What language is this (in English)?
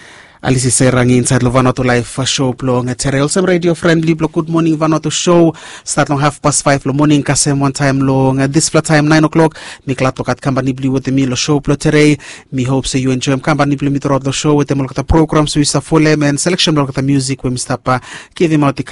Bislama